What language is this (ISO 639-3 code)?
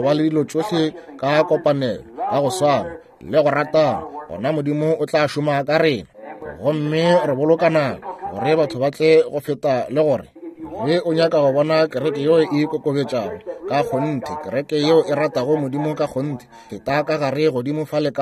nso